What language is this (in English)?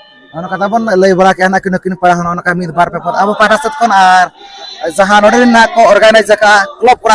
Santali